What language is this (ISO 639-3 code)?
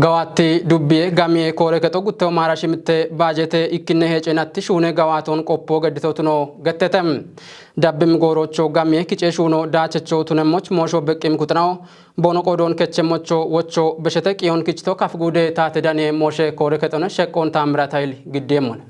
kbr